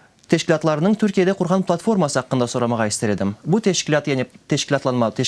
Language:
Crimean Tatar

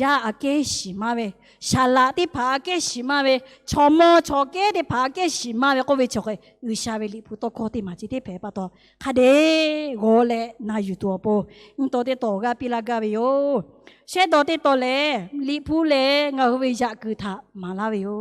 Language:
Lahu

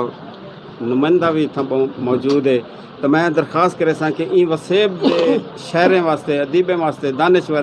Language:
Saraiki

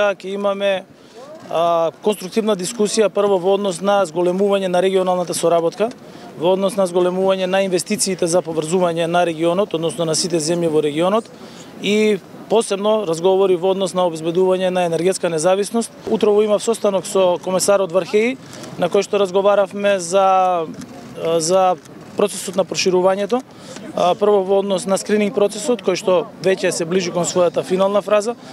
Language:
Macedonian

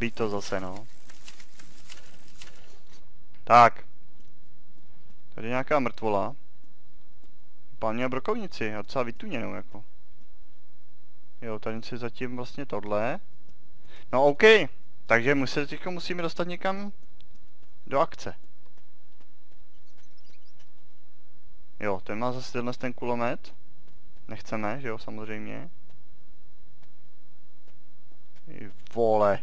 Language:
Czech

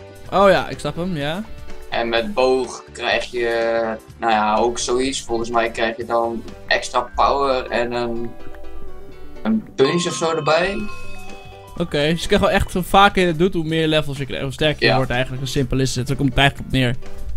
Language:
Dutch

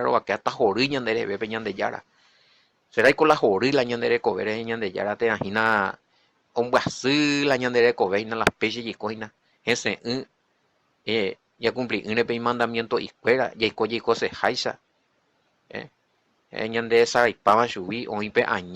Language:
Guarani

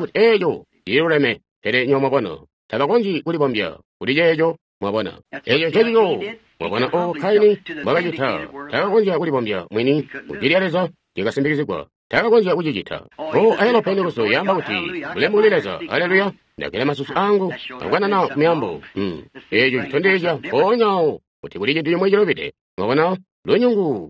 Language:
Tonga (Zambia)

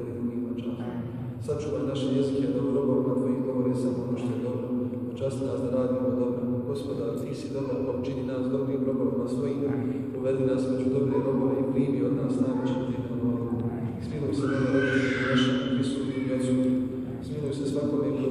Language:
Bosnian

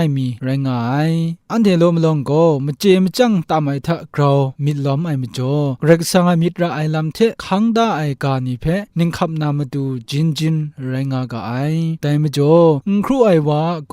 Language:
Kachin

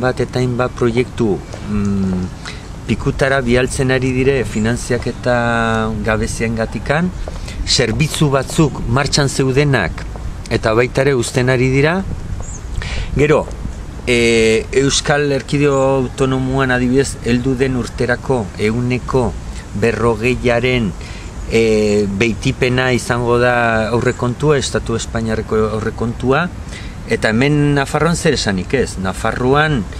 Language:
Basque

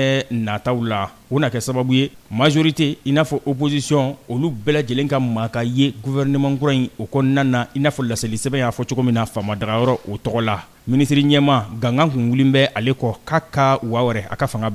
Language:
Bambara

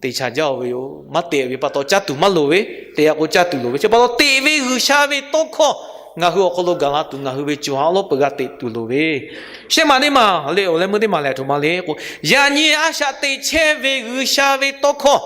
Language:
Lahu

